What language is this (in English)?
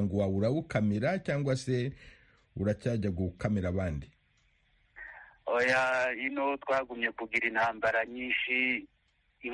Kinyarwanda